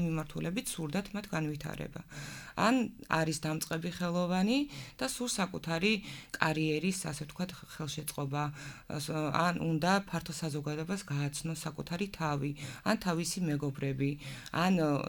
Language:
Georgian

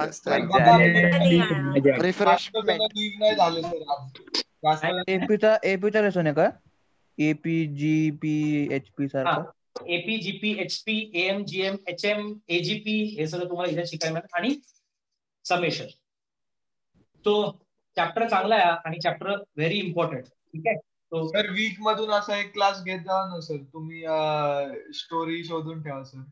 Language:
Marathi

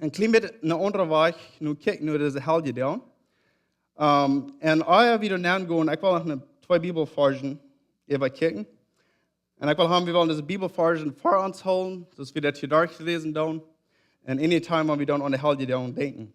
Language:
Plautdietsch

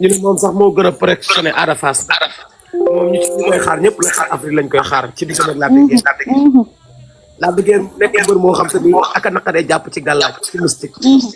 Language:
Wolof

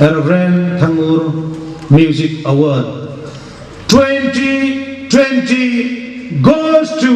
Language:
Hmar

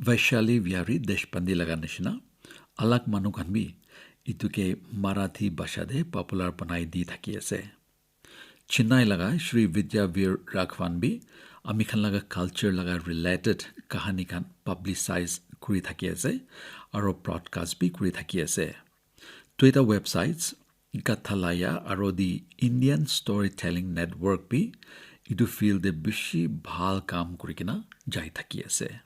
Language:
Naga Pidgin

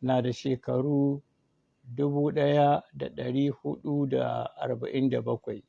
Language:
Hausa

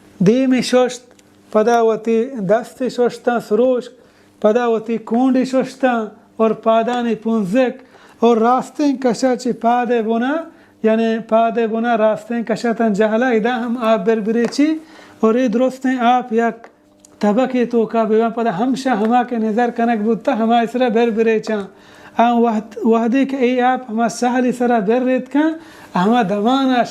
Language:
Baluchi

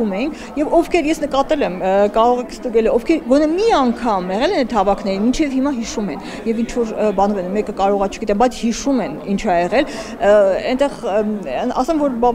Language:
Armenian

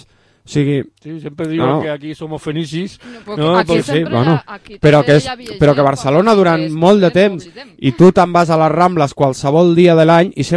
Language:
Catalan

